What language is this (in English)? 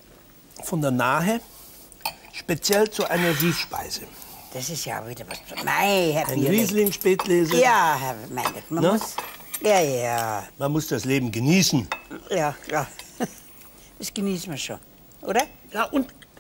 German